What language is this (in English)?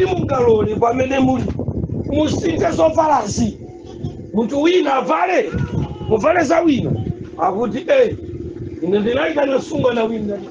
Nyanja